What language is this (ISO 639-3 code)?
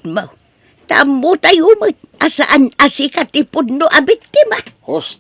ilo